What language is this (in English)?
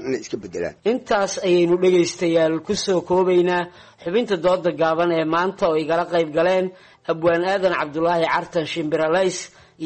Somali